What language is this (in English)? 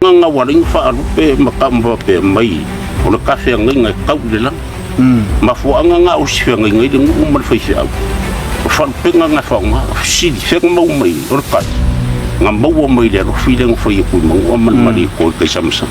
Samoan